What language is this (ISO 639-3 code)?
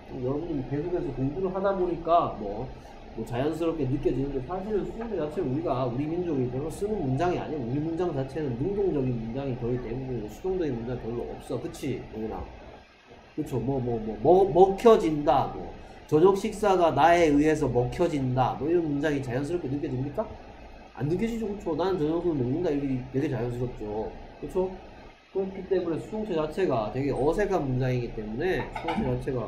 kor